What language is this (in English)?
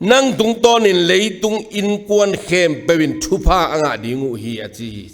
Tedim Chin